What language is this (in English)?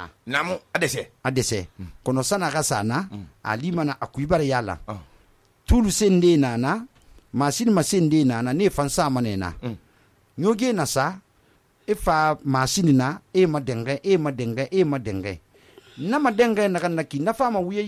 Susu